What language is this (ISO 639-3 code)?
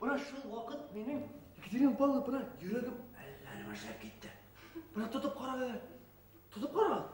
bak